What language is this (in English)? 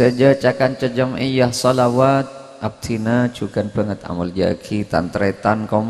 Madurese